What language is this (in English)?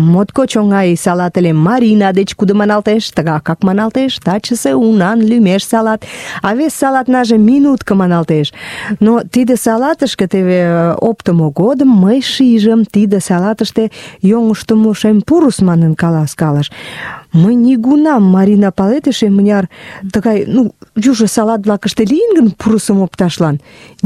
Mari